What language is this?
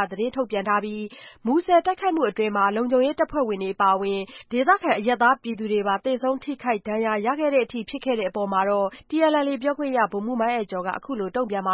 Burmese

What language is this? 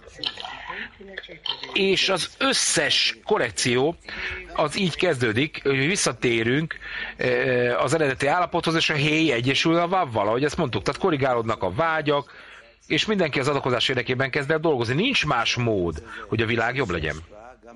Hungarian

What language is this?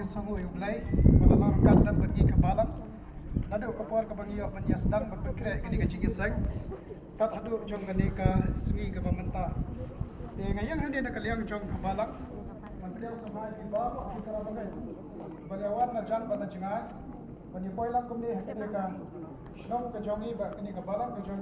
Khasi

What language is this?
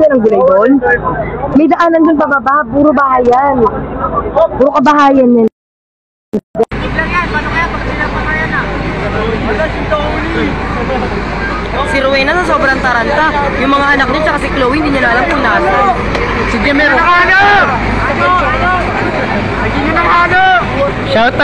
Filipino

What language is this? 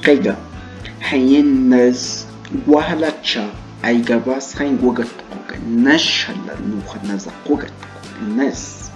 Cogui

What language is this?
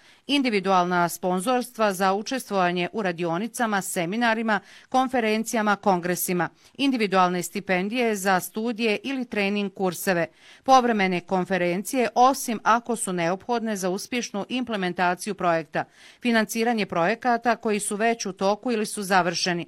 Bosnian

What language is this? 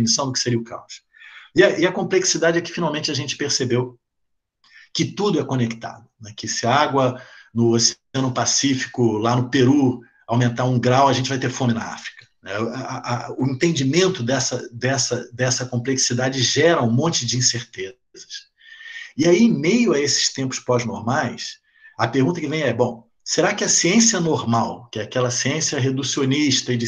Portuguese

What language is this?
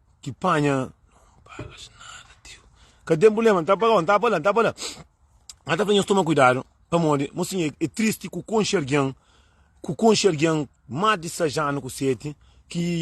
Kabuverdianu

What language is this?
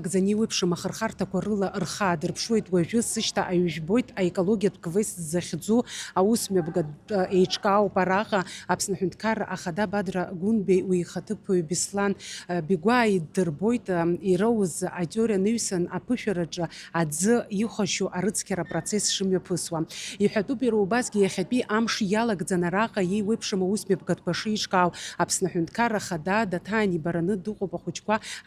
Abkhazian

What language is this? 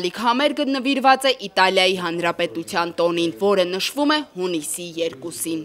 Armenian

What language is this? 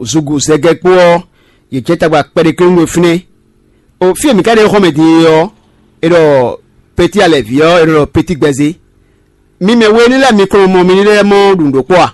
Fon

